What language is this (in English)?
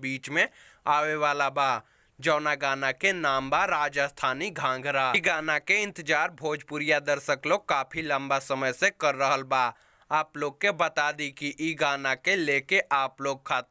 Bhojpuri